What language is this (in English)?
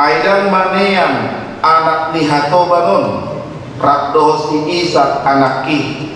Batak Toba